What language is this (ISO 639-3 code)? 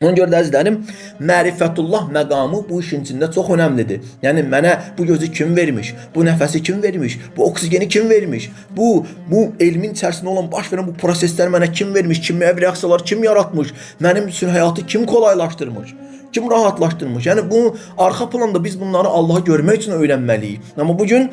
aze